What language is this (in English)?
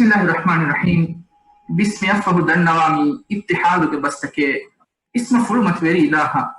Divehi